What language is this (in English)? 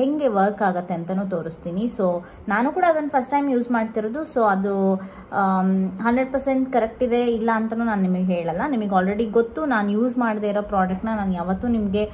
Kannada